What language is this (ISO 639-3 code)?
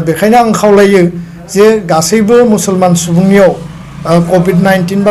brx